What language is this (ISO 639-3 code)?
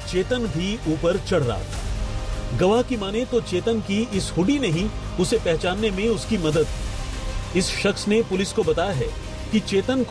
hin